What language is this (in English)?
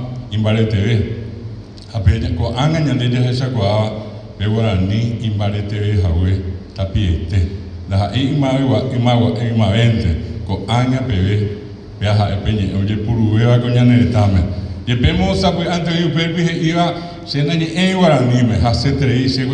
Guarani